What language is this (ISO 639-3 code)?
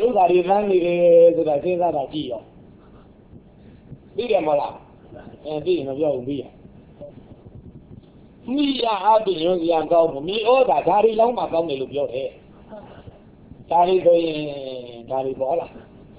mya